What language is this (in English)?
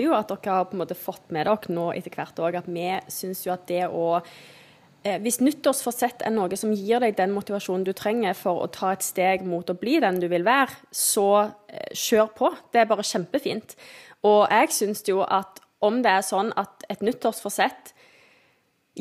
Norwegian